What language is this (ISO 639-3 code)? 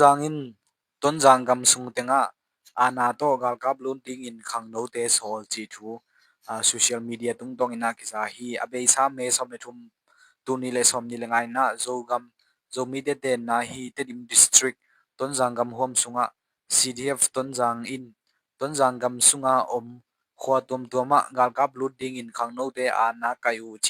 ctd